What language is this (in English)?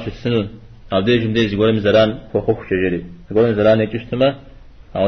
Kabardian